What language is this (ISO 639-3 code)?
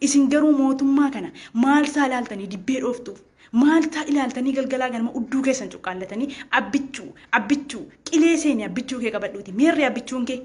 orm